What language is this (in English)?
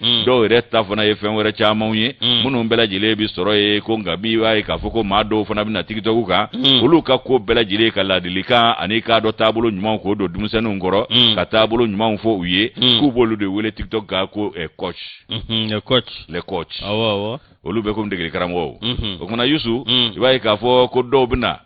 Bambara